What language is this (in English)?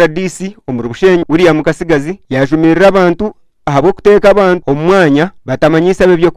Nyankole